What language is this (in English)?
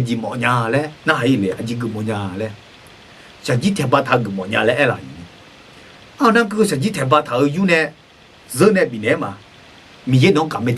Akha